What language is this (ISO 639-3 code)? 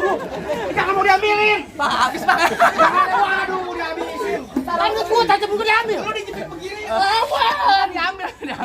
bew